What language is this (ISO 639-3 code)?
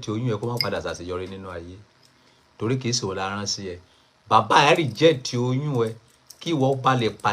yor